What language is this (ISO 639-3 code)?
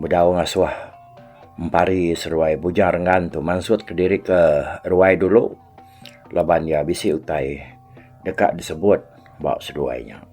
iba